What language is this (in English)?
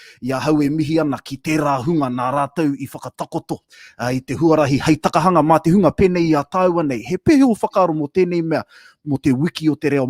Māori